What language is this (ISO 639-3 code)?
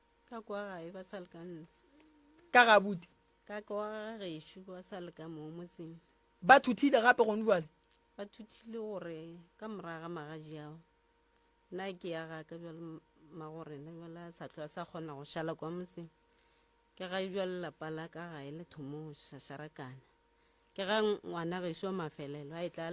nso